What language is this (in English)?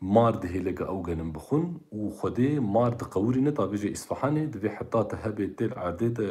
Kurdish